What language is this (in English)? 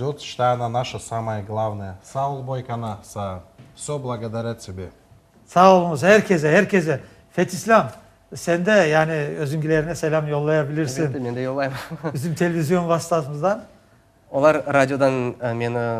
Crimean Tatar